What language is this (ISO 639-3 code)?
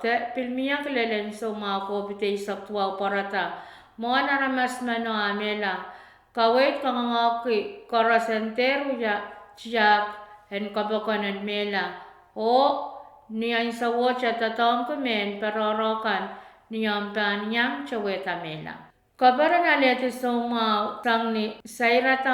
pon